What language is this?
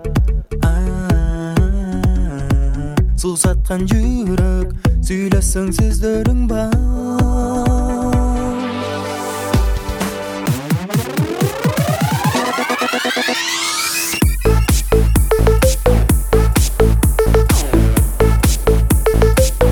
Kyrgyz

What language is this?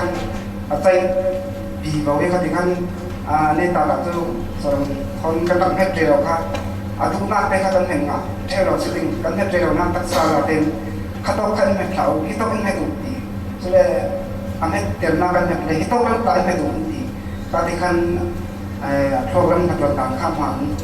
Falam Chin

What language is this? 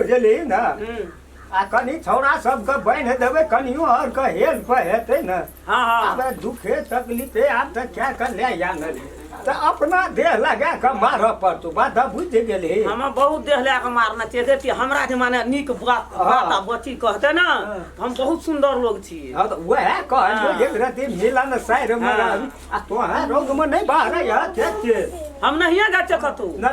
Maithili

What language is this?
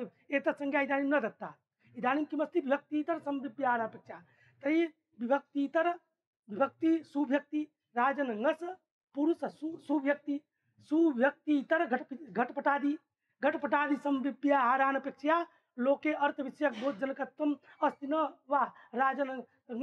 Sanskrit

